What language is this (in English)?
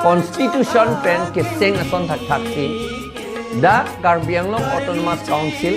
Karbi